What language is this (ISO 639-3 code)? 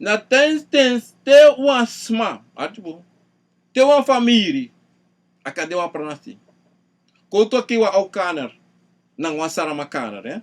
srn